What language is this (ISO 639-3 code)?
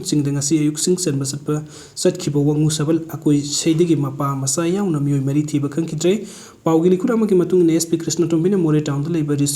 mni